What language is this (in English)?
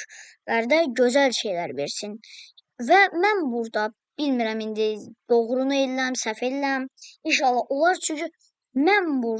Azerbaijani